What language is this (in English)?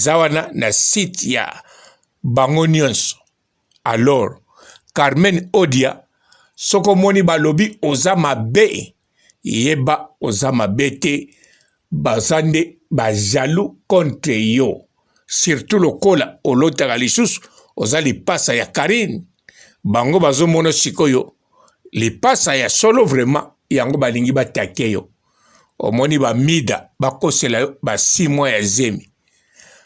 Lingala